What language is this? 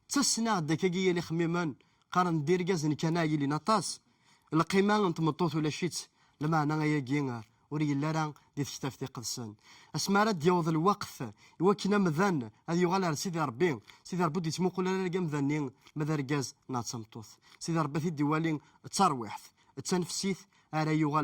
Kabyle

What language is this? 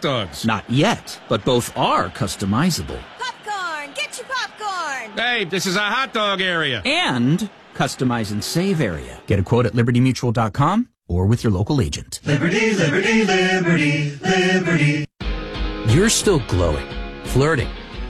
English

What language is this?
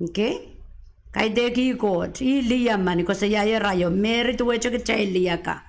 Pohnpeian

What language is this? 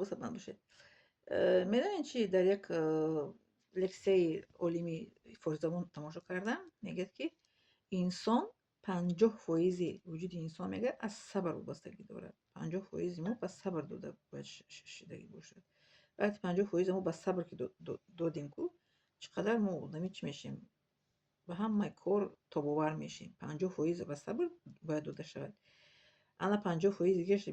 Tajik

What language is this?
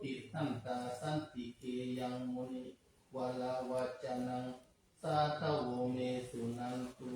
Pali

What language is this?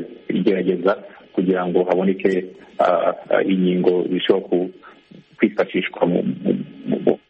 Kinyarwanda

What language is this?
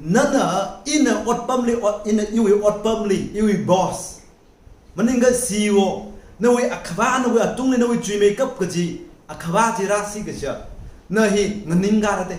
Tangkhul Naga (India)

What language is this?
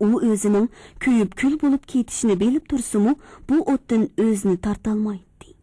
Uyghur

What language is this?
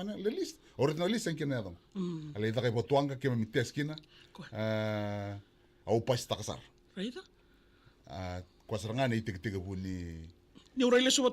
Fijian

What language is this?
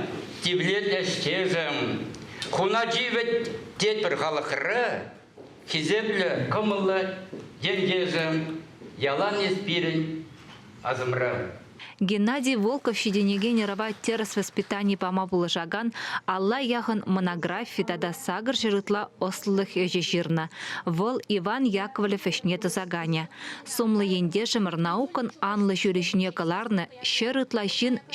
Chuvash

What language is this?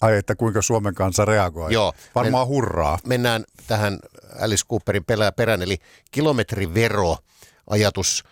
Finnish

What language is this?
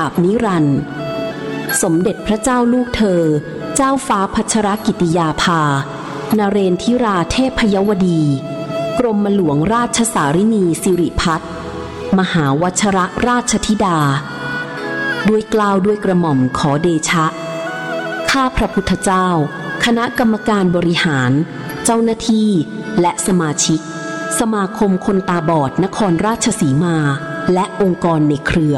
Thai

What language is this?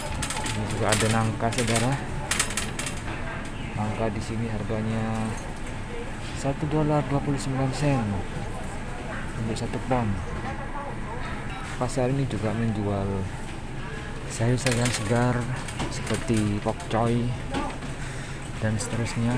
Indonesian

